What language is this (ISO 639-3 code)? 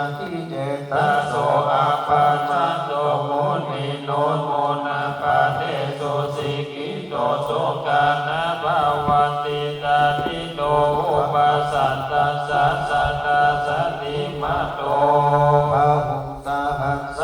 pli